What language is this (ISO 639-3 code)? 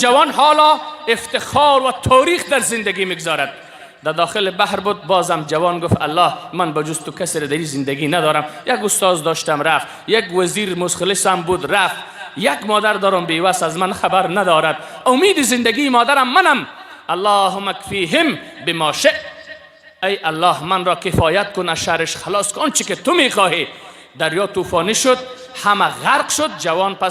fas